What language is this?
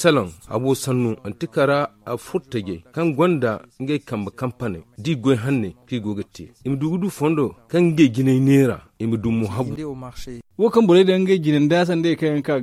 Zarma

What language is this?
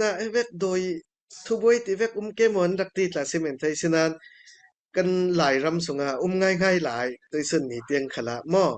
Falam Chin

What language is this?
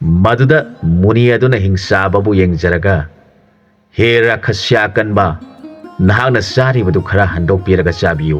Manipuri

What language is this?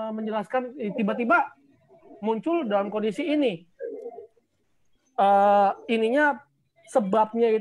Indonesian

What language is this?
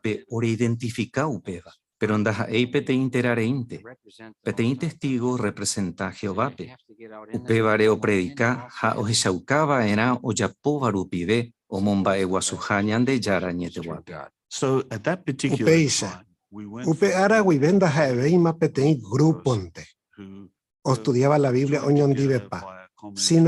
Guarani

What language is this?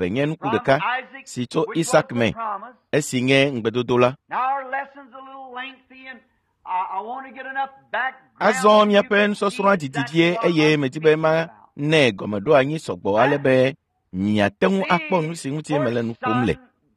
Ewe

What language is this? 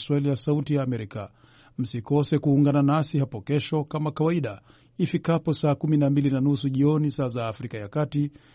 Swahili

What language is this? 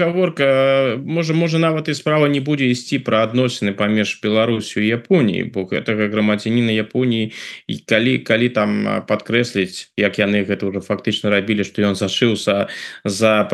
Belarusian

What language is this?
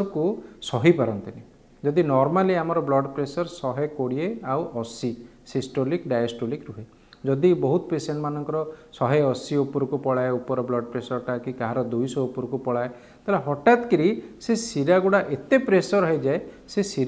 Odia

